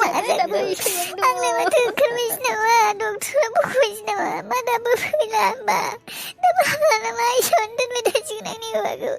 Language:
Bodo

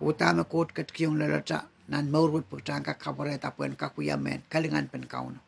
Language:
Pohnpeian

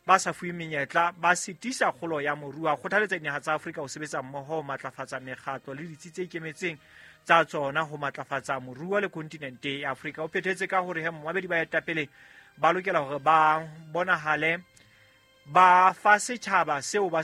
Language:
Southern Sotho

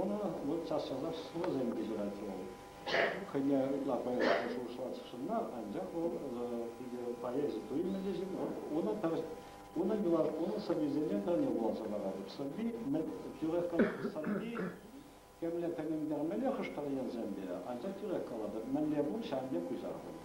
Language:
Chuvash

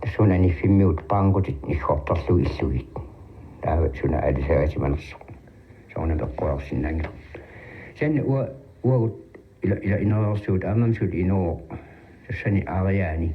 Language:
Kalaallisut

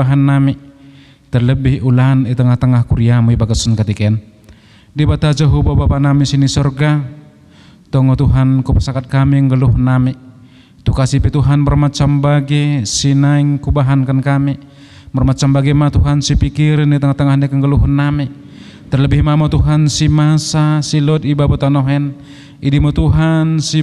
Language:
Batak Dairi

